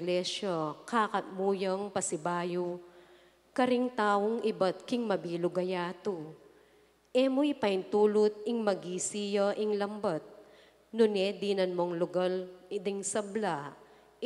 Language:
Pampanga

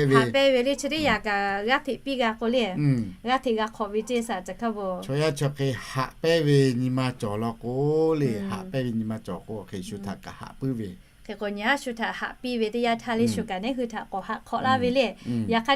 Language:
Lahu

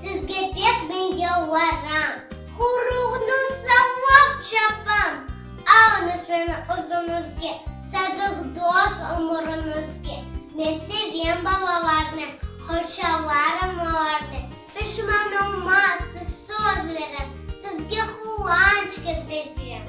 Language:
Crimean Tatar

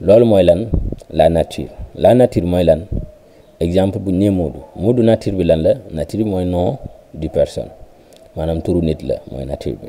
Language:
Wolof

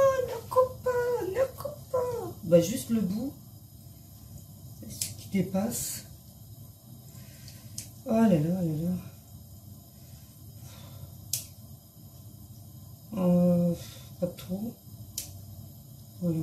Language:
French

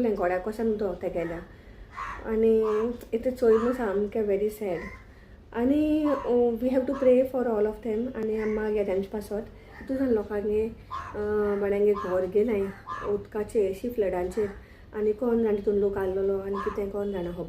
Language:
Konkani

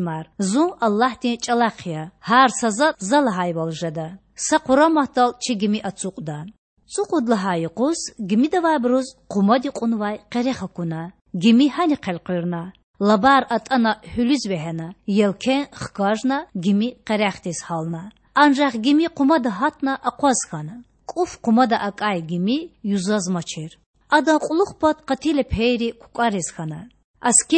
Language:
Lezghian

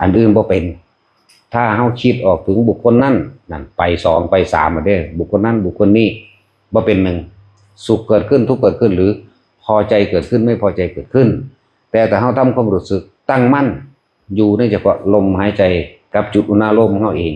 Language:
Northeastern Thai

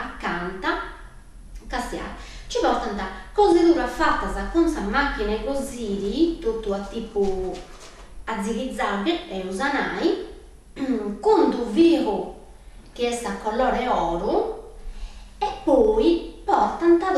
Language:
Sardinian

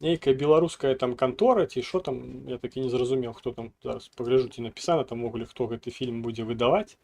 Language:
Belarusian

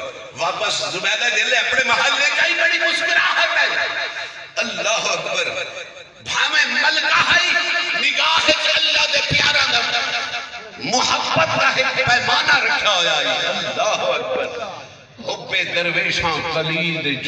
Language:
Saraiki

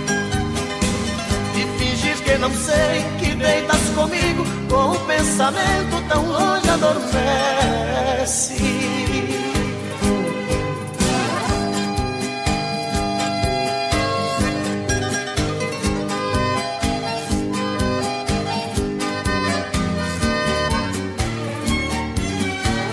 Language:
Portuguese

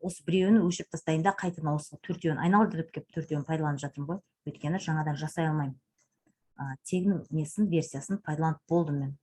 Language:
Kazakh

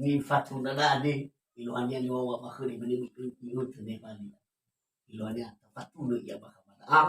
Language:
Nias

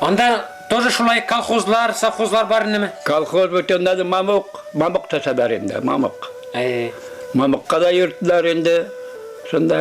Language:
Bashkir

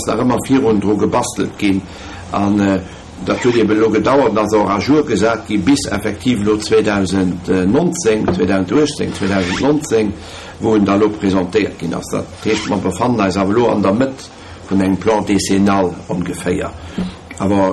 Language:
Luxembourgish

